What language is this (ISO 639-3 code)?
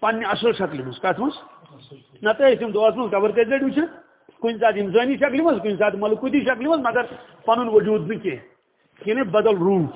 kas